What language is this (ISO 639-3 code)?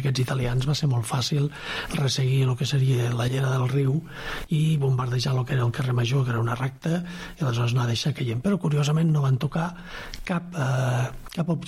cat